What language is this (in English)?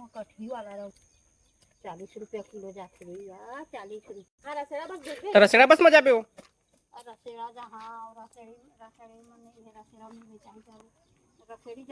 Chhattisgarhi